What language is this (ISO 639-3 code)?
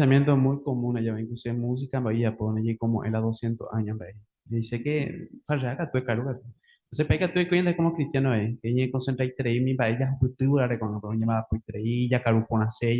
grn